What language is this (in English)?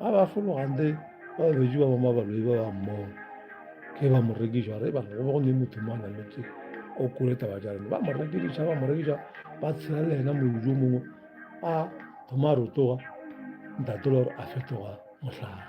Northern Sotho